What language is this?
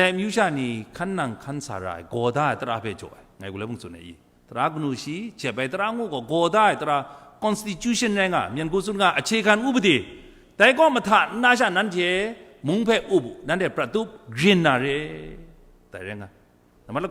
Kachin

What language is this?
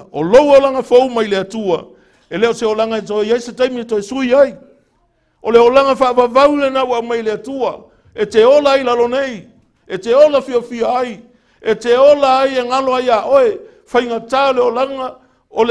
Samoan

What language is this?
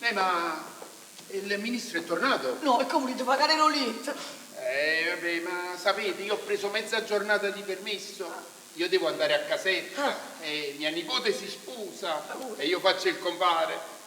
Neapolitan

